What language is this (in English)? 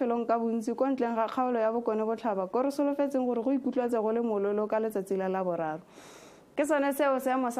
Tswana